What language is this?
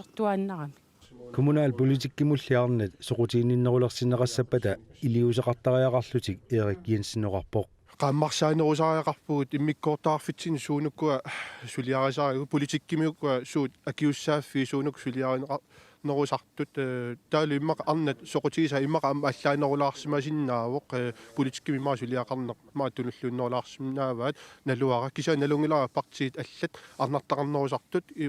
Kalaallisut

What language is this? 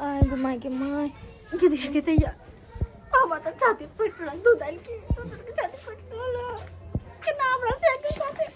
Maithili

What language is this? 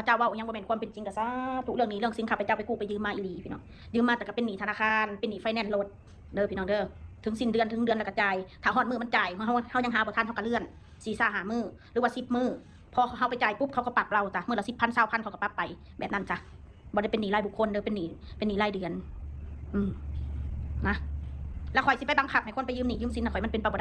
Northeastern Thai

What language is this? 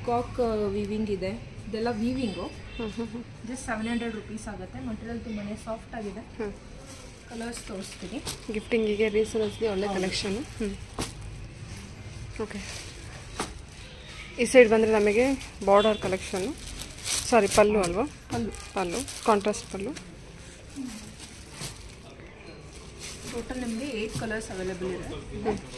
Kannada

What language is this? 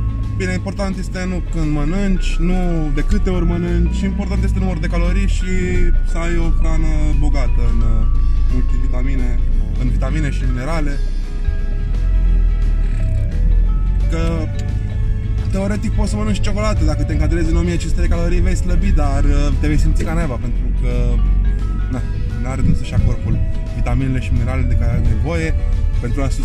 Romanian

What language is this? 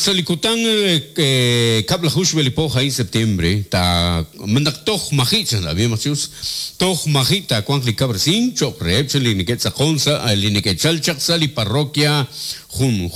Kekchí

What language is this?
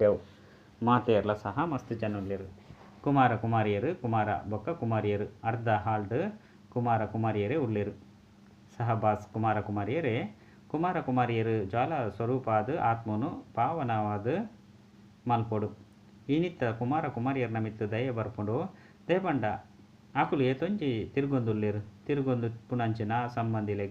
Tulu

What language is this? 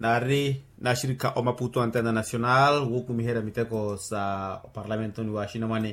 Makhuwa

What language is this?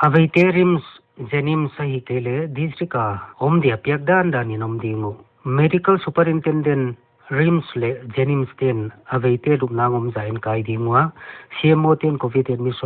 Paite Chin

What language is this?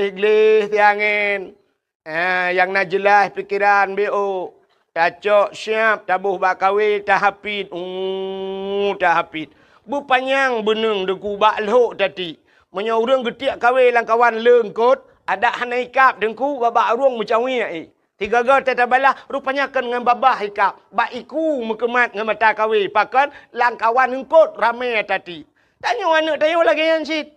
Achinese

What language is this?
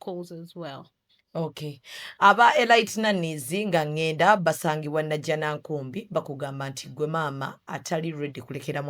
Ganda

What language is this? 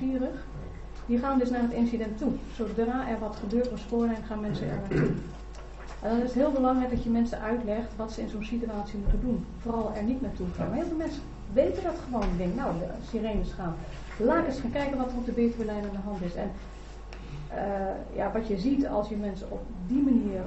Dutch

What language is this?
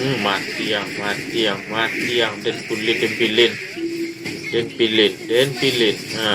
Minangkabau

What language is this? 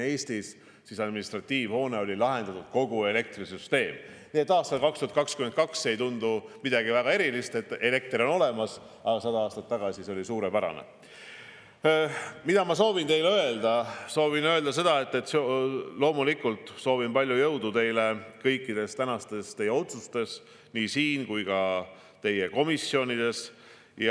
Estonian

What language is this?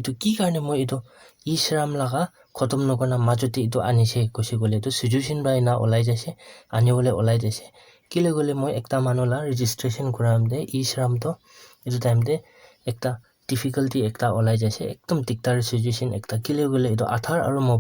Naga Pidgin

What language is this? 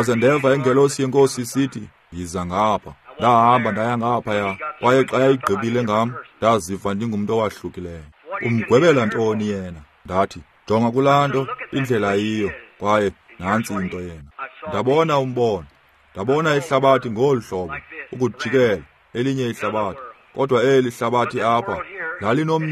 Xhosa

